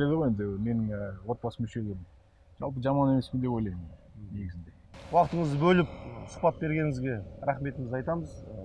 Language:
Kazakh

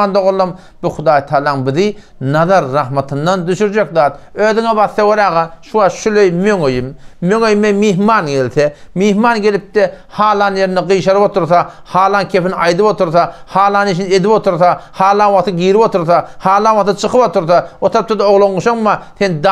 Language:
Turkmen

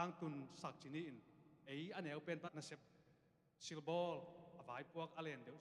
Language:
Tedim Chin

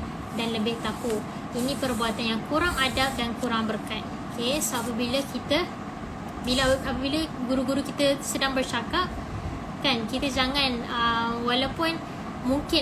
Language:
Malay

